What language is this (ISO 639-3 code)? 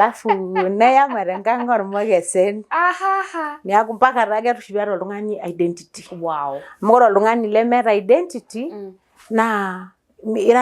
mas